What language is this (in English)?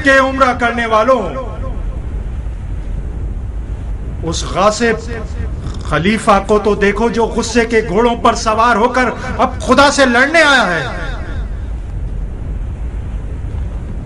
Urdu